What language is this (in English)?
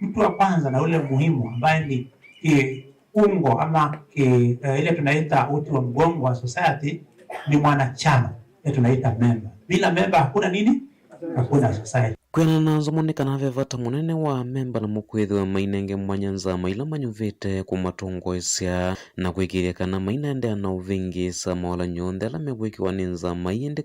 Kamba